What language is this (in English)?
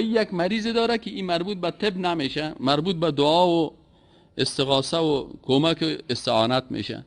Persian